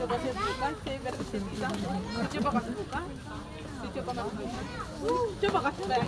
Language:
Ambonese Malay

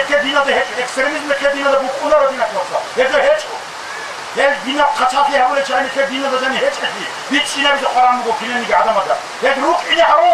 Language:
Avaric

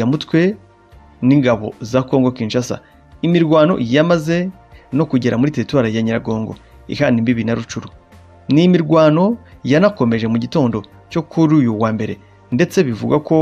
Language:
Kinyarwanda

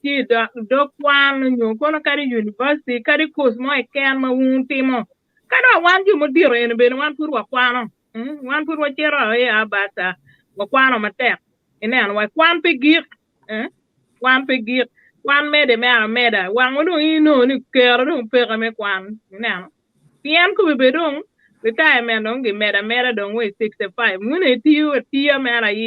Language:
Acoli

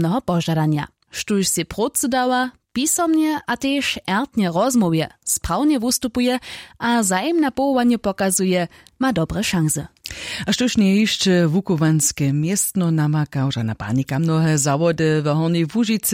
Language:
Upper Sorbian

